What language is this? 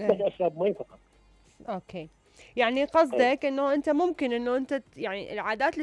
Mesopotamian Arabic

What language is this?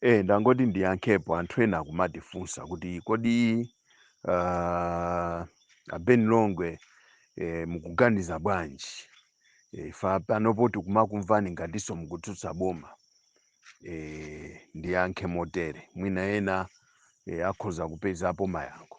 Nyanja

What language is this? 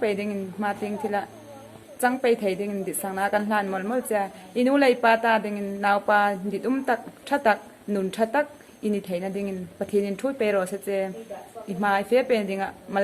Hmar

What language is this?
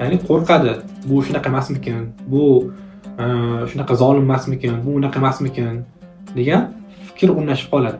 Uzbek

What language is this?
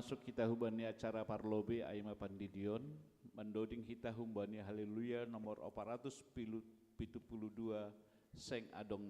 Batak Simalungun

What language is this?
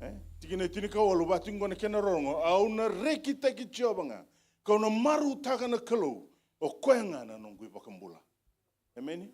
Fijian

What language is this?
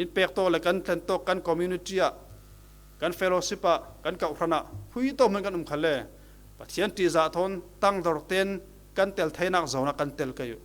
Falam Chin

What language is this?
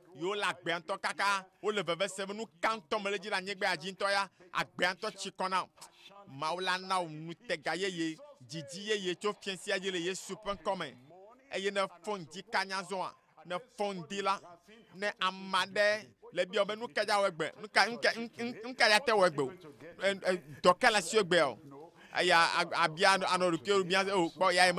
Ewe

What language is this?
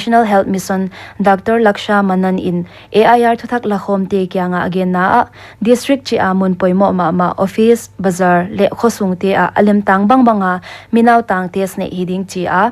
Paite Chin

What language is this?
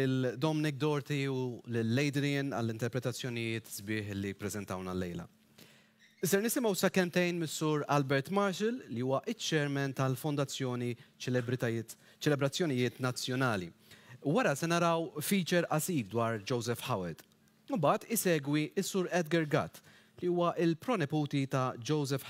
Maltese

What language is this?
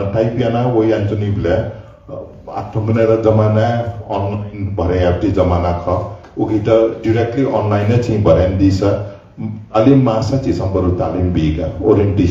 Newari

